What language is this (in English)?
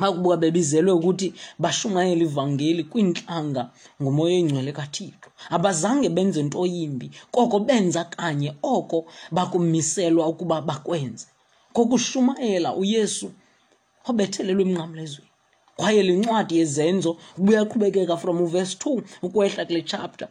Xhosa